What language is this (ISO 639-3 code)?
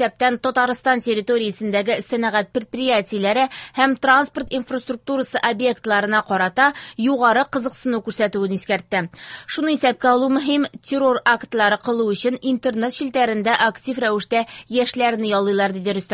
tat